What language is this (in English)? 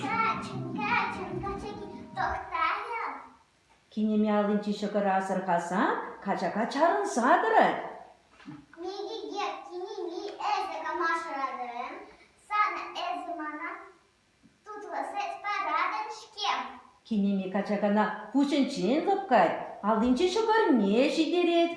Chuvash